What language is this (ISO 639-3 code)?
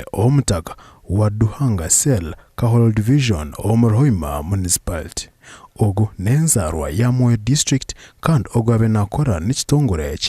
nyn